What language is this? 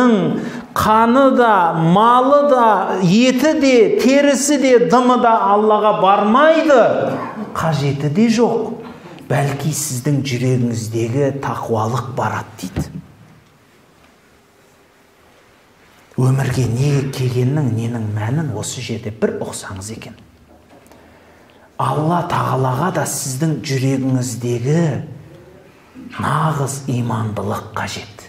Kazakh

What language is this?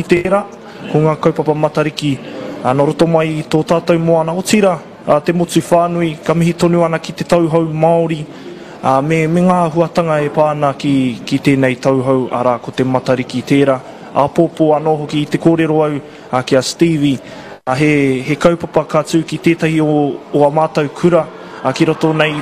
Māori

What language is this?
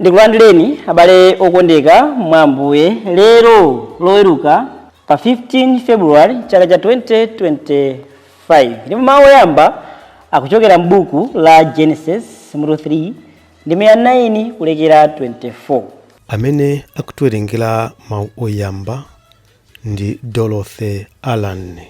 Nyanja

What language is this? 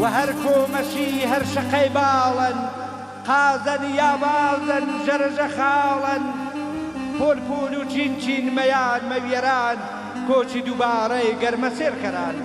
Gurani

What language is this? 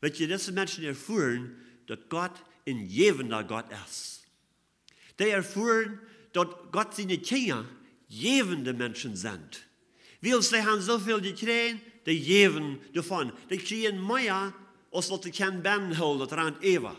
Plautdietsch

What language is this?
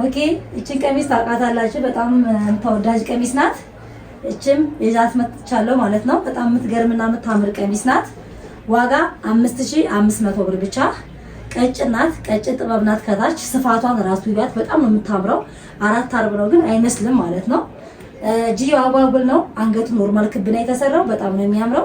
Amharic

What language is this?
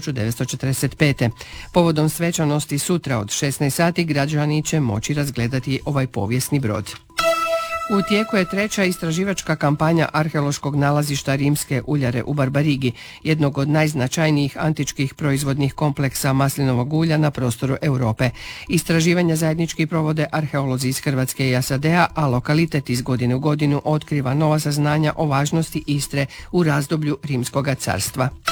Croatian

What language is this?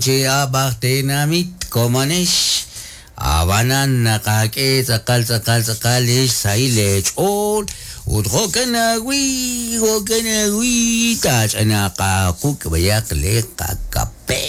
Kekchí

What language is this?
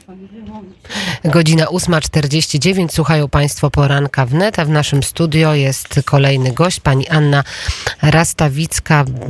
Polish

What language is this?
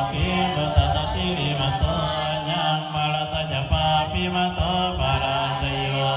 Pali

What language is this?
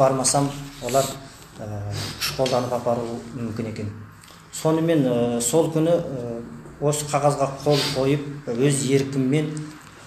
Kazakh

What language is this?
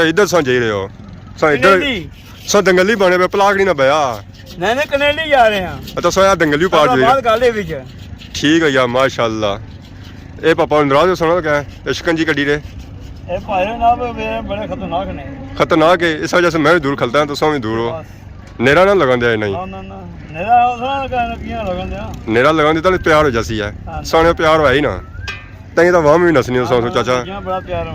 Pahari-Potwari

